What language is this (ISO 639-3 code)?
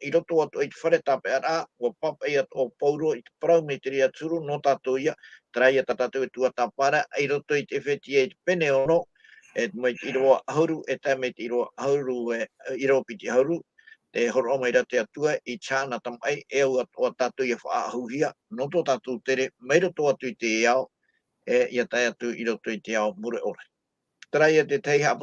tah